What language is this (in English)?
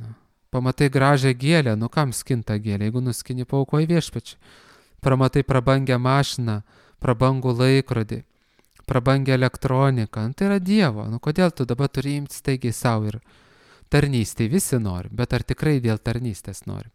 Lithuanian